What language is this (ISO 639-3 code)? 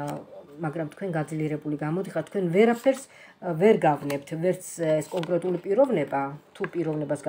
kat